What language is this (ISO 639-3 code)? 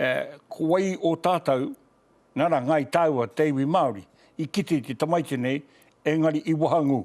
mri